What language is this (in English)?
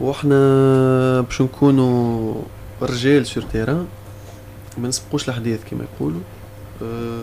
Tunisian Arabic